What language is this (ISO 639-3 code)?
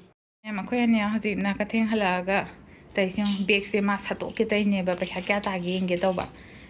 mni